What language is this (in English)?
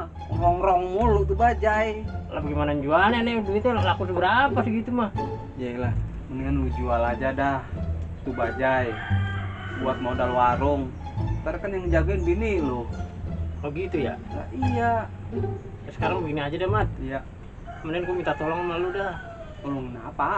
Betawi